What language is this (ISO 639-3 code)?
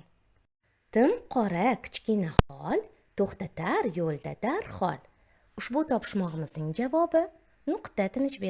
uzb